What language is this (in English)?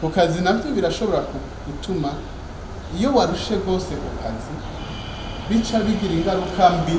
Rundi